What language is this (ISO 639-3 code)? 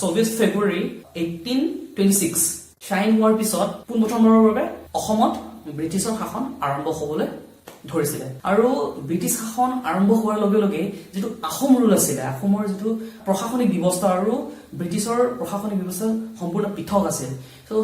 asm